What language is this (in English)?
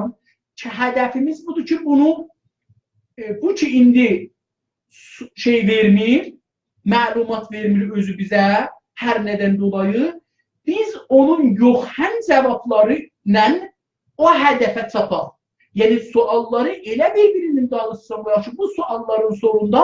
South Azerbaijani